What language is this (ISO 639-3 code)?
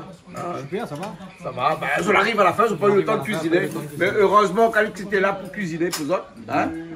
rcf